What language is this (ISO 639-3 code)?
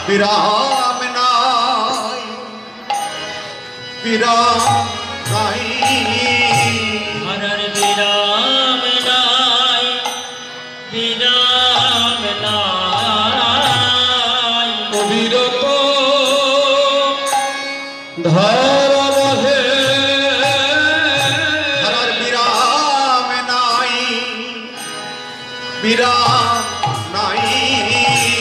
ben